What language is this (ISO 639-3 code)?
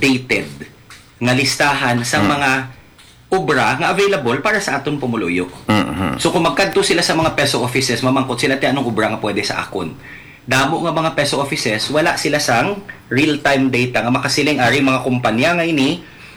hil